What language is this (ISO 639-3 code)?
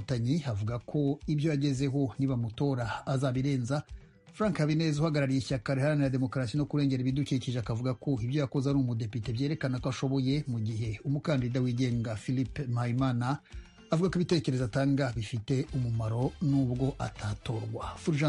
kin